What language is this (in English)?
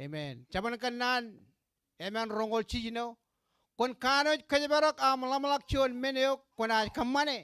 Marshallese